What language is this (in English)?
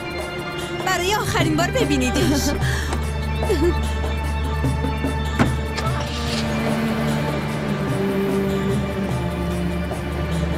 Persian